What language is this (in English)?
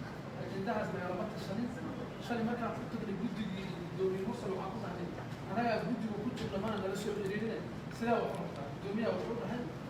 Somali